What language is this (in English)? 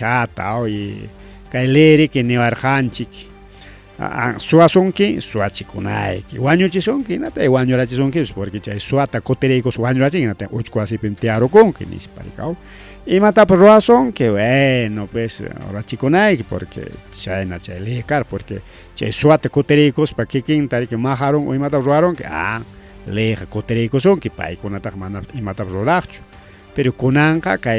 Ayacucho Quechua